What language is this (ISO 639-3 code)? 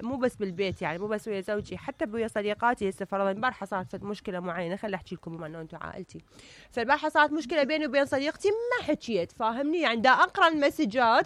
acm